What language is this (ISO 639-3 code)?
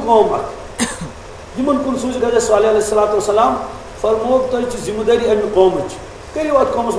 kas